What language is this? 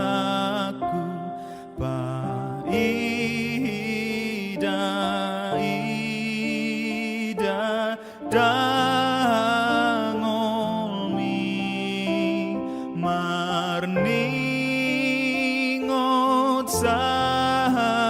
Batak Toba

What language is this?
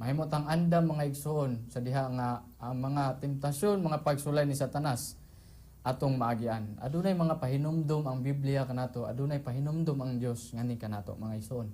Cebuano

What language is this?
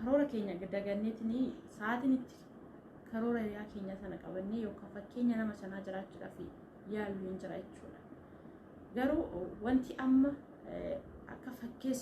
Oromo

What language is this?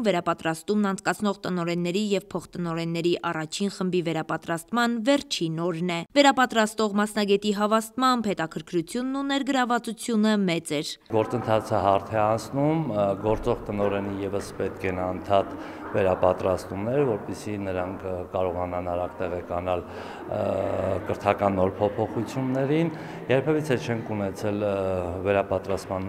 Armenian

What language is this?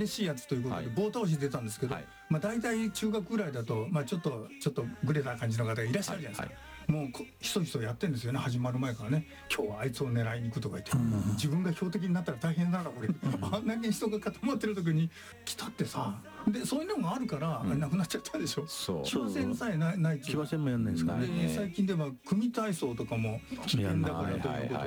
Japanese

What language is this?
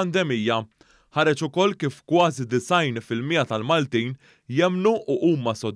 Maltese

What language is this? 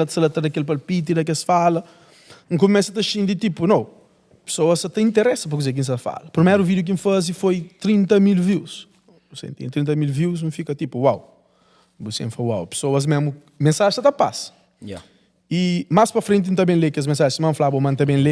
Kabuverdianu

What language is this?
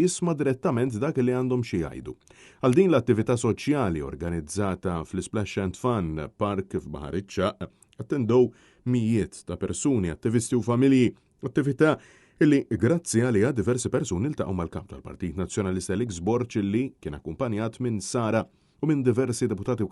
Maltese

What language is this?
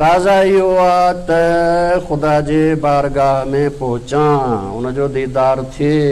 Sindhi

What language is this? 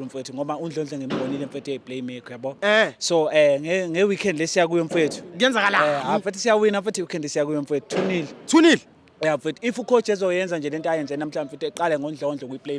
Zulu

